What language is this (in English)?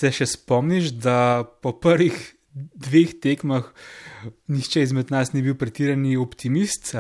Slovenian